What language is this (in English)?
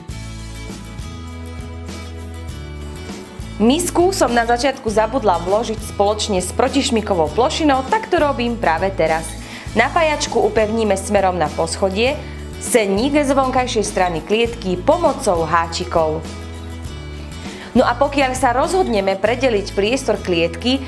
Slovak